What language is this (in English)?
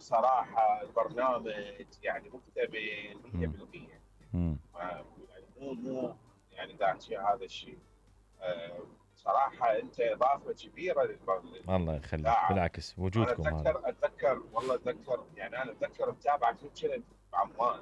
Mesopotamian Arabic